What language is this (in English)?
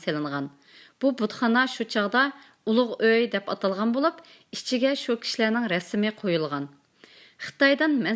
Uyghur